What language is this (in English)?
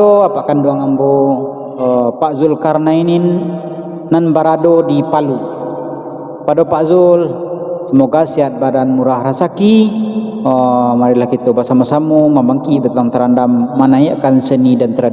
Minangkabau